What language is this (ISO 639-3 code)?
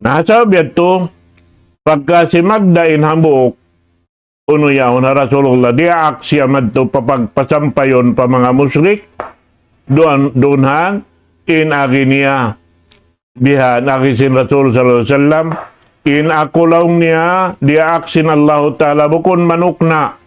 tsg